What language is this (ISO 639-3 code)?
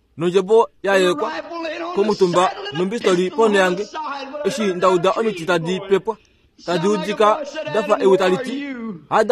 kua